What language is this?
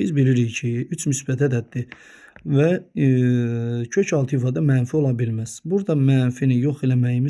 Azerbaijani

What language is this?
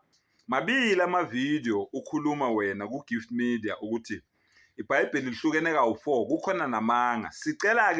Zulu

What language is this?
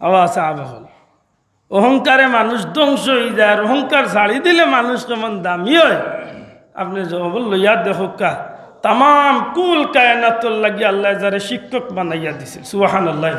Sylheti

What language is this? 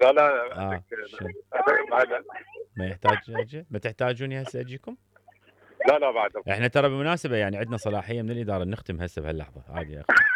Mesopotamian Arabic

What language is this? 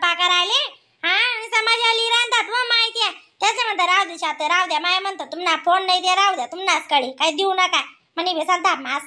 Khandesi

